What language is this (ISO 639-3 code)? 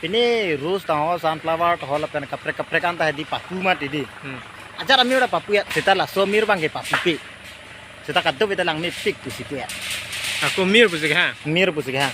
mjw